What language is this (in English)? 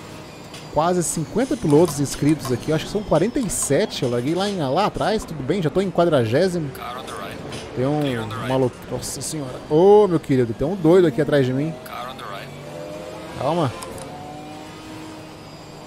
Portuguese